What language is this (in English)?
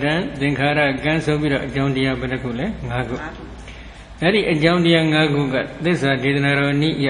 Burmese